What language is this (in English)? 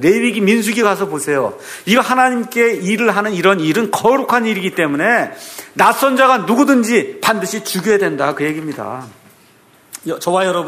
Korean